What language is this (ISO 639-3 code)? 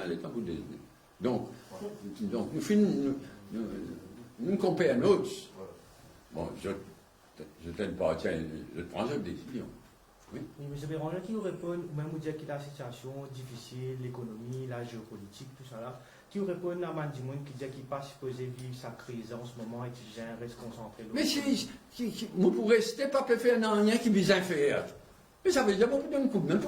mfe